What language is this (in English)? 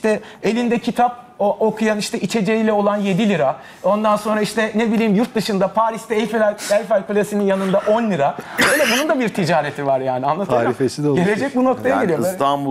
Turkish